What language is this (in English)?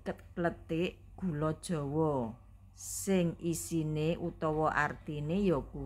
Javanese